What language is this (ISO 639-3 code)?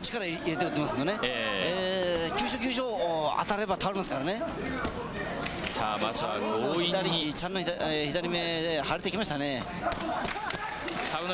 jpn